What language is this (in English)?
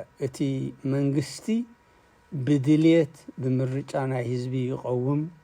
Tigrinya